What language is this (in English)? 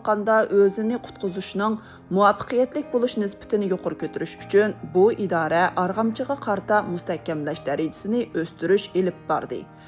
Uyghur